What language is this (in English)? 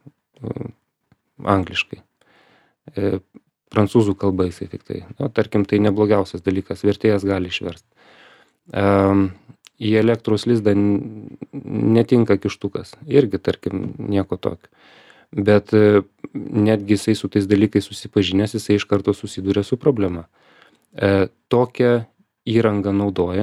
Lithuanian